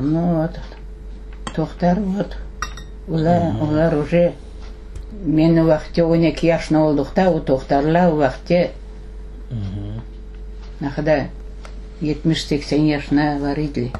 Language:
Crimean Tatar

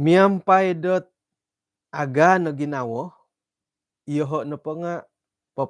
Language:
Central Dusun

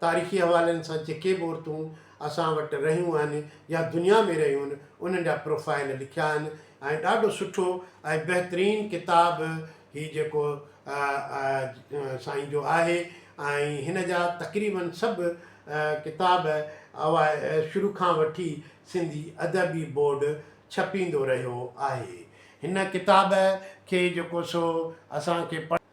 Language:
Sindhi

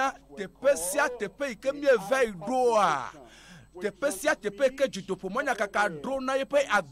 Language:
Ewe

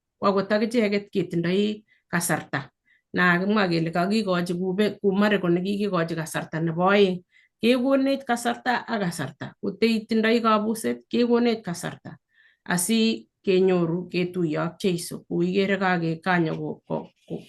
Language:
Kalenjin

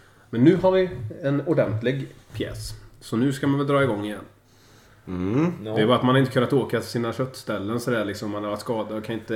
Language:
Swedish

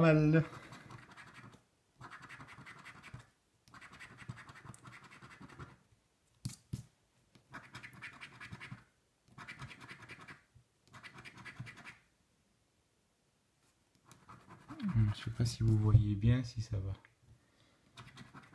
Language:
French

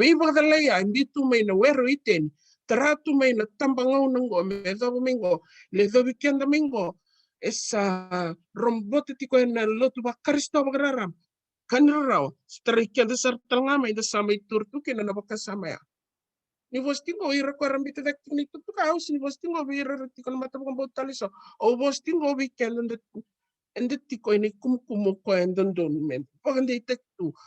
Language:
Fijian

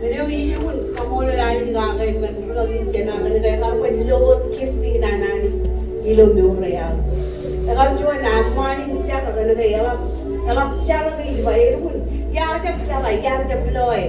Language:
Marshallese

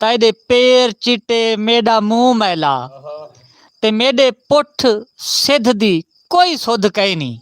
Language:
Saraiki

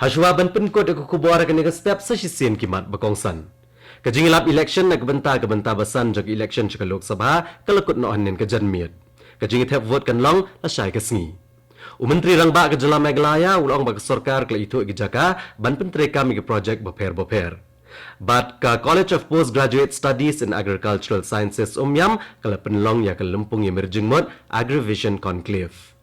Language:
Khasi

